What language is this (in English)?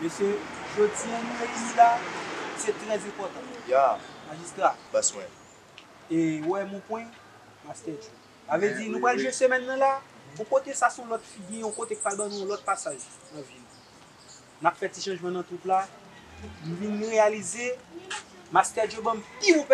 Haitian Creole